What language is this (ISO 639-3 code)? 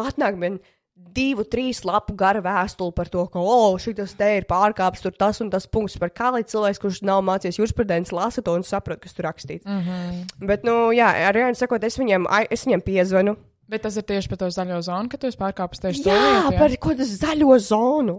lav